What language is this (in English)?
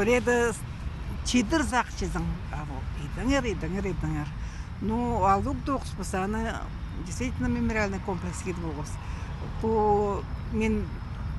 Khakas